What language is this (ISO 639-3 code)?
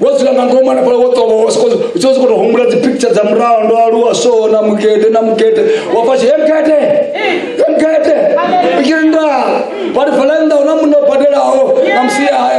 ven